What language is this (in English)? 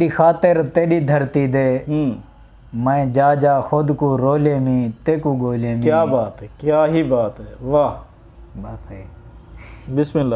Saraiki